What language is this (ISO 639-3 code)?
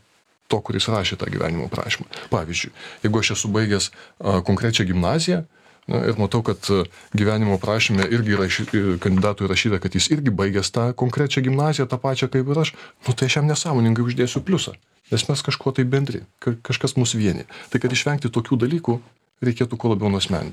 lit